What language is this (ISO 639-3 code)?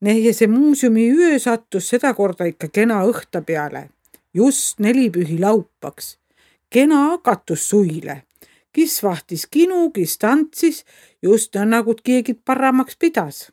est